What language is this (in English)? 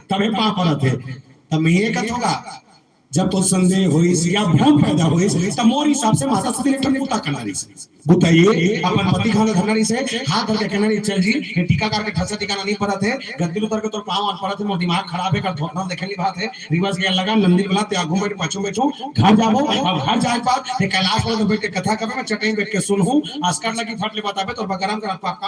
Chhattisgarhi